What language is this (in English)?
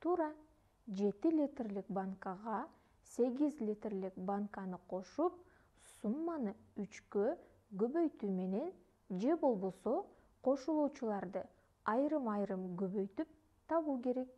Kyrgyz